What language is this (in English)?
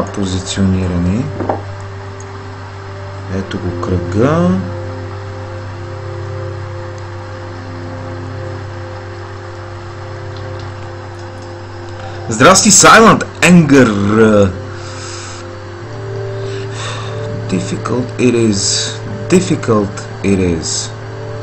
Bulgarian